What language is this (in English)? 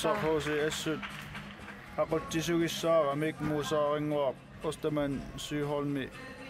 Kalaallisut